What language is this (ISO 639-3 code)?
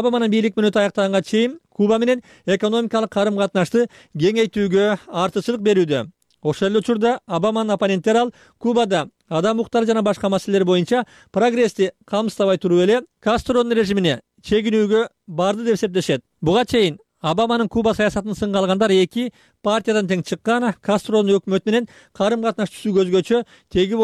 kir